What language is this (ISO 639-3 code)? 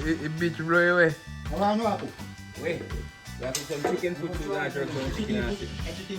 jam